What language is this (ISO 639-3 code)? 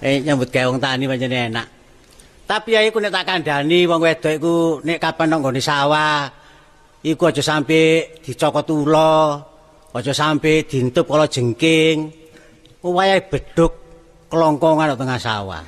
jav